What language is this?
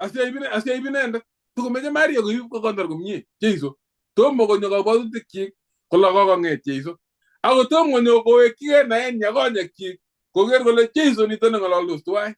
Kalenjin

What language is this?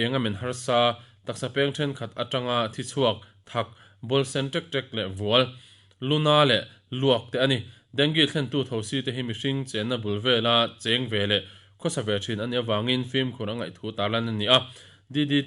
Mizo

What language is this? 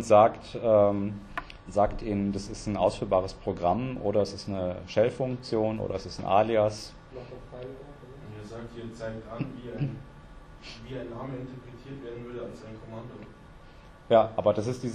German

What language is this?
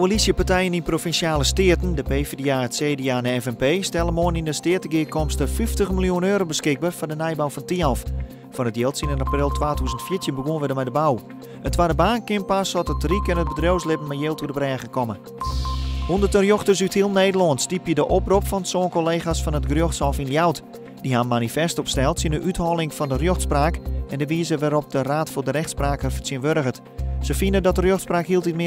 Western Frisian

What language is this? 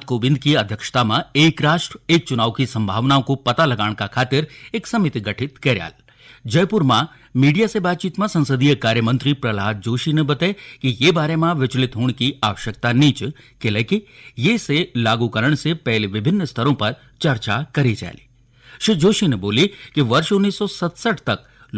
Garhwali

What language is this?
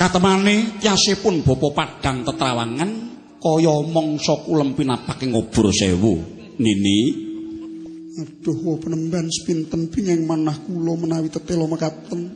Javanese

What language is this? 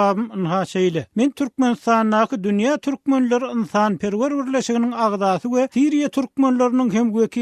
Turkmen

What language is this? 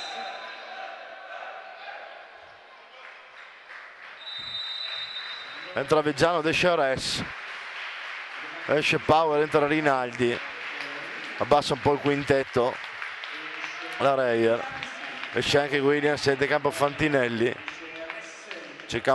Italian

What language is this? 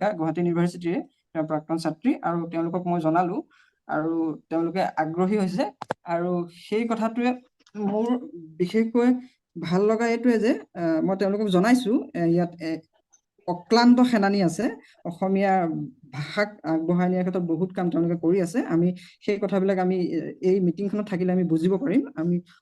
Assamese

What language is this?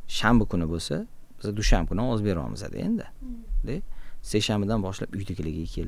Uzbek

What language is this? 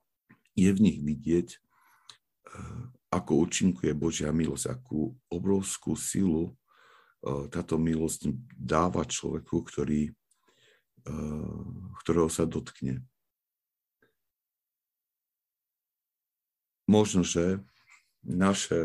Slovak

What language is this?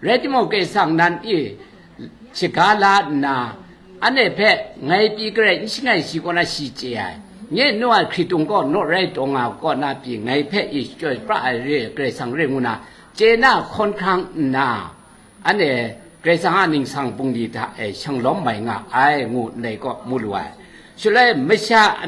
Kachin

